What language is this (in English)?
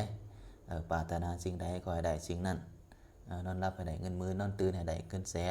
Lao